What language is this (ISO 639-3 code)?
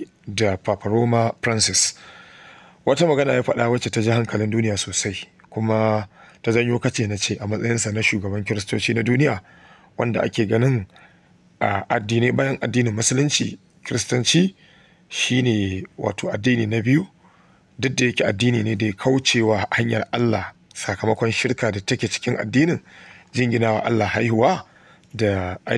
hau